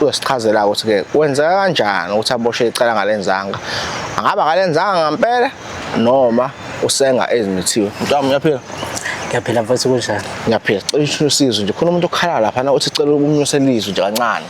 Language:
Zulu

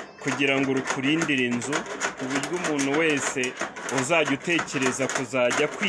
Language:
Kinyarwanda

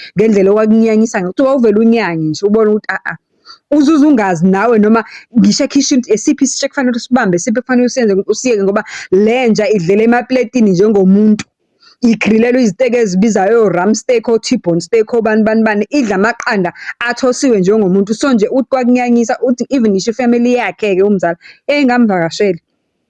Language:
Zulu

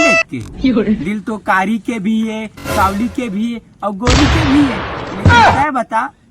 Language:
Chhattisgarhi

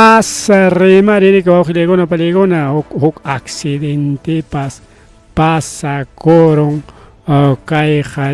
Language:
Ayacucho Quechua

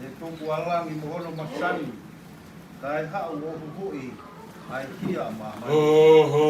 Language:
Tongan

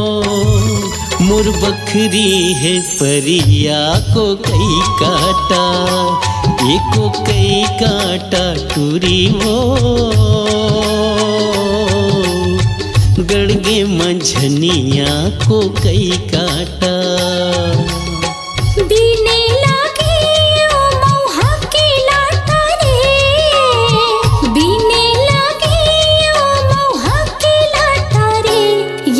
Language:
Chhattisgarhi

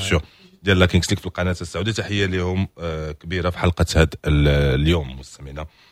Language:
Moroccan Arabic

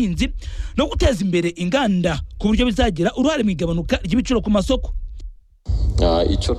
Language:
Kinyarwanda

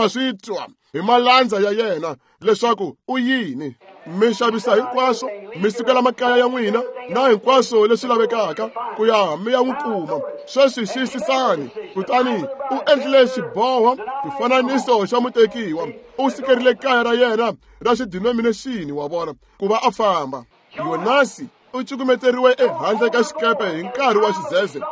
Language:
Tsonga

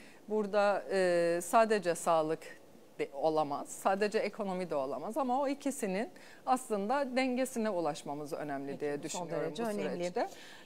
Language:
Turkish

